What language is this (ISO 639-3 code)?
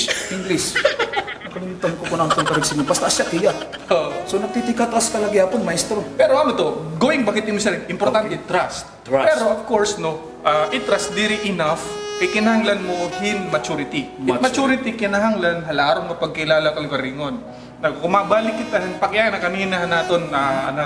war